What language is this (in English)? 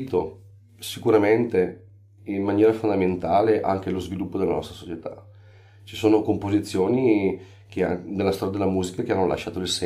Italian